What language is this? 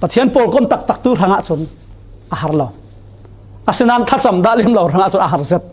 Falam Chin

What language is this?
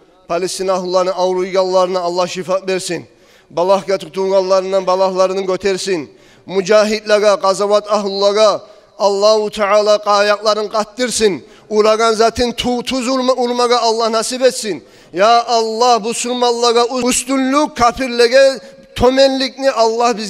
Kumyk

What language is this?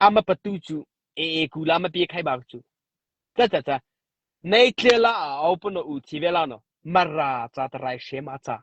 Mara Chin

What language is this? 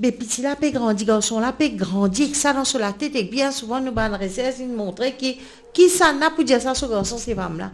Morisyen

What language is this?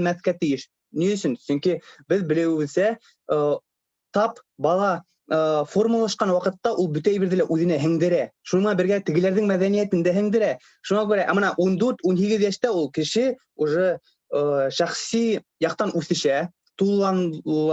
Bashkir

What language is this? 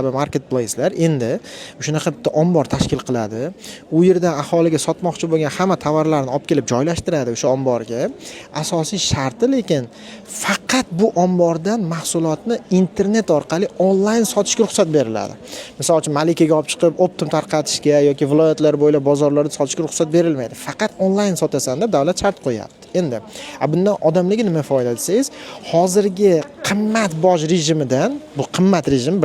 Uzbek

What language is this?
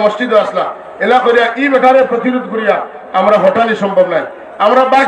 Sylheti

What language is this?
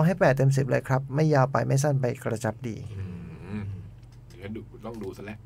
Thai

